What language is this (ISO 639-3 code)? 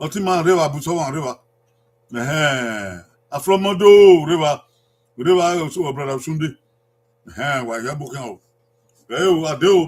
bin